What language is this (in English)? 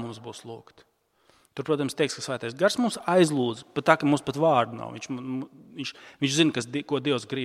Latvian